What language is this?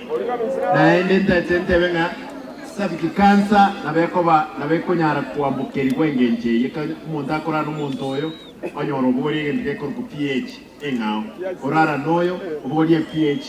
Gusii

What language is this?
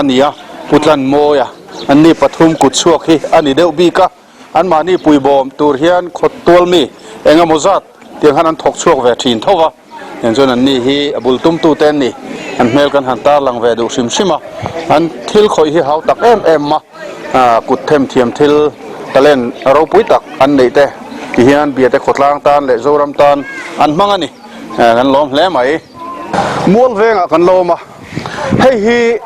Mizo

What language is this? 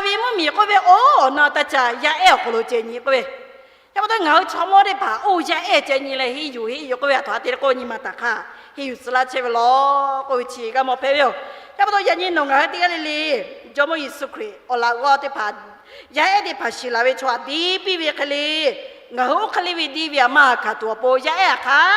Lahu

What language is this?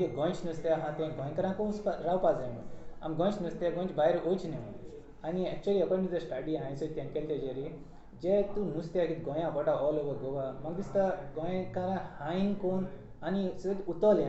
Konkani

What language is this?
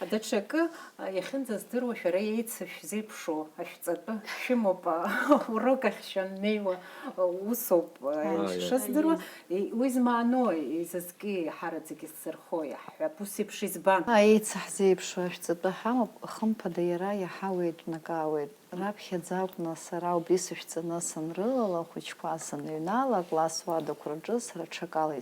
Abkhazian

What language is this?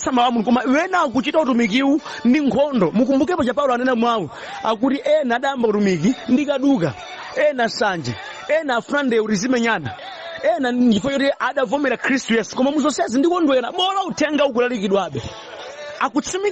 Nyanja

